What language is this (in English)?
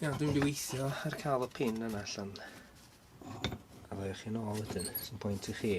Welsh